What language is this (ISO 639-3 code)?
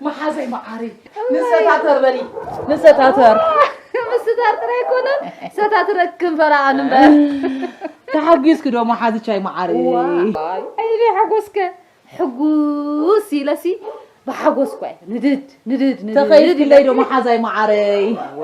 tir